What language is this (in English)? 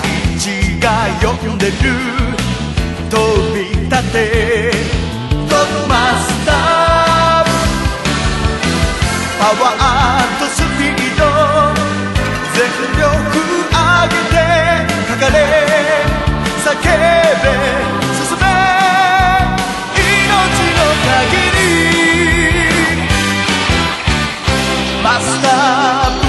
Japanese